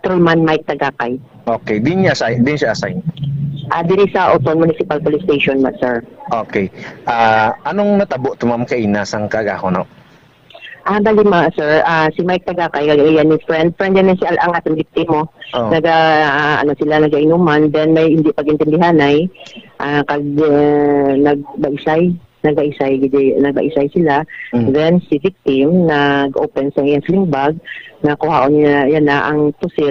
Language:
Hiligaynon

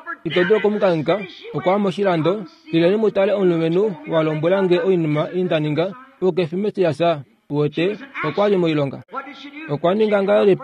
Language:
Kuanyama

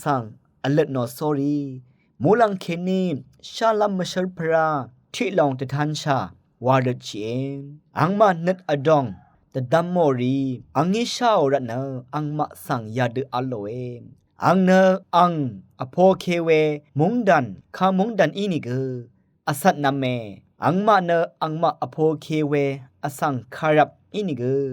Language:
Rawang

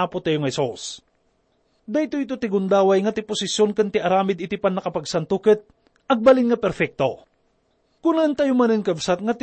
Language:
Iloko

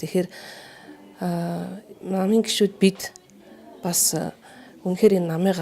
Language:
Mongolian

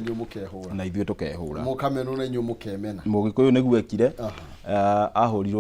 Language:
Kikuyu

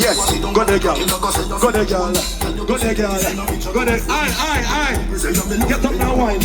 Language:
Jamaican Creole English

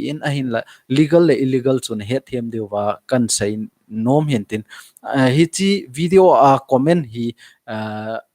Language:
Thado Chin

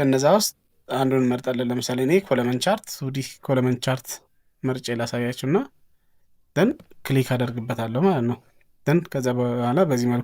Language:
Amharic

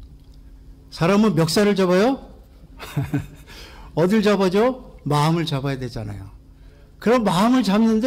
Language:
Korean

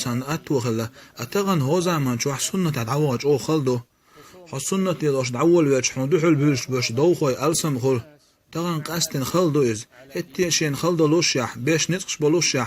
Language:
Chechen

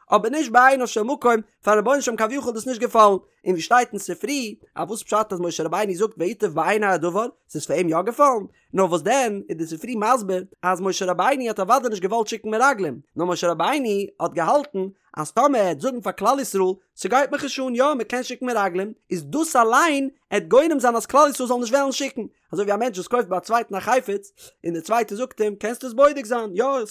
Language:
Yiddish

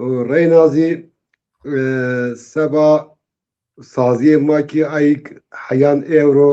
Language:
Zaza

